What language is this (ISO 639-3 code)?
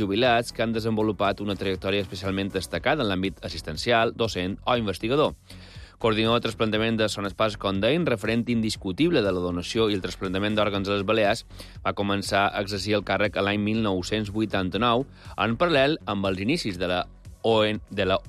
cat